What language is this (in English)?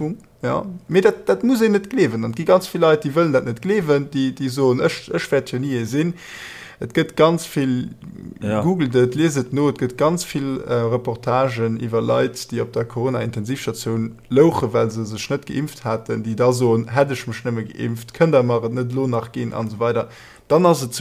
Luxembourgish